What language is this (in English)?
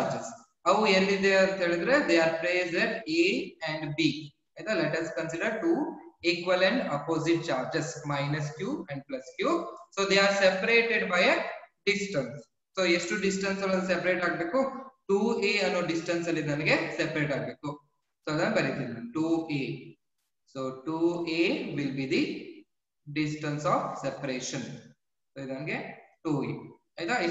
Kannada